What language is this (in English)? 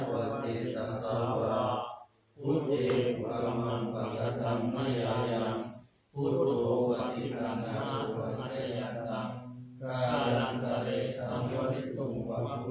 Pali